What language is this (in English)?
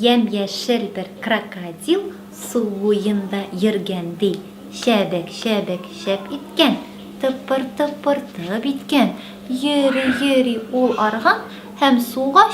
Tatar